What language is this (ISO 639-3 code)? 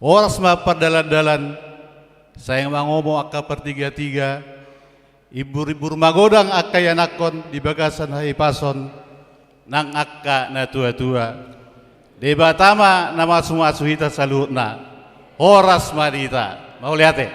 bbc